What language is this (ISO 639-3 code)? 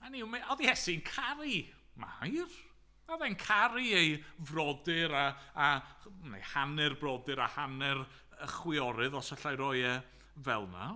cym